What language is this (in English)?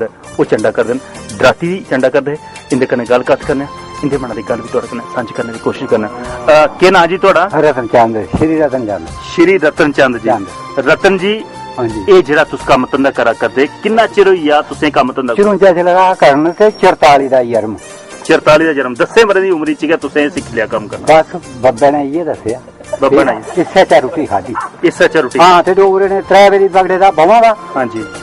Dogri